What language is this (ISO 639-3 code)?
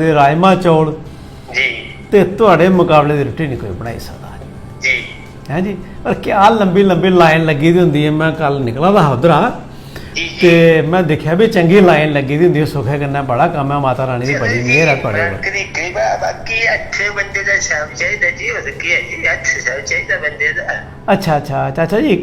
doi